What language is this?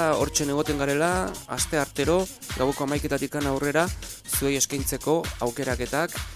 Basque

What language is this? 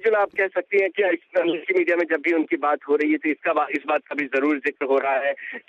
Urdu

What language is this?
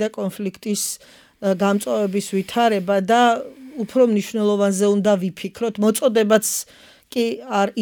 Georgian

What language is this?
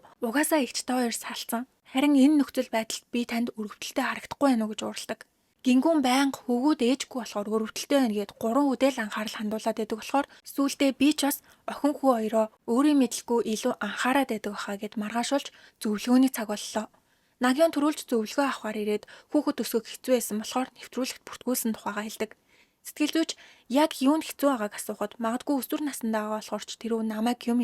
Mongolian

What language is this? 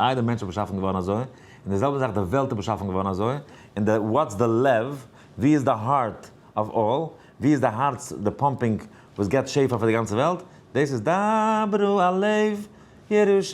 Yiddish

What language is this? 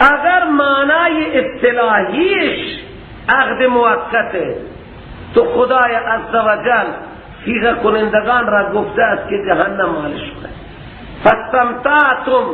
Persian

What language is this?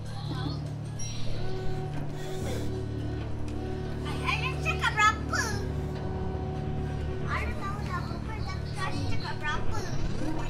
Malay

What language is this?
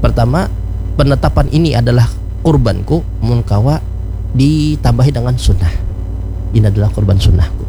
Banjar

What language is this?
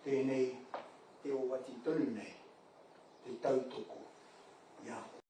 Māori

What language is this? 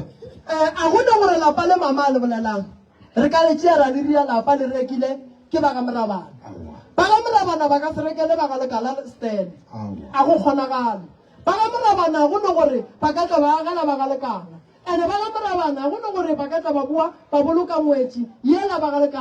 Northern Sotho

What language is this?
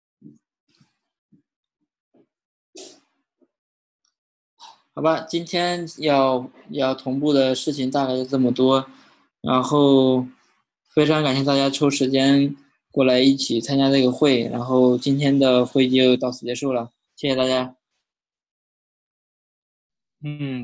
Chinese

